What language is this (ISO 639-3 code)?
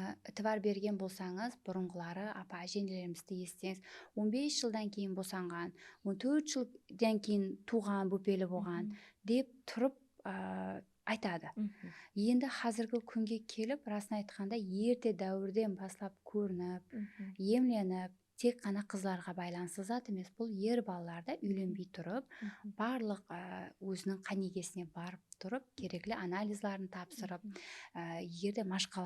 kaa